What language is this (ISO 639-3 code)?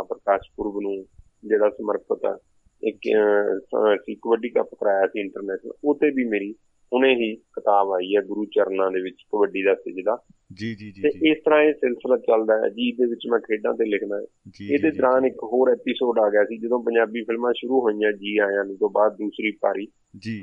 pan